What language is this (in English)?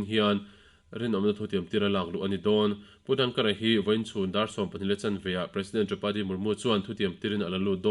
Mizo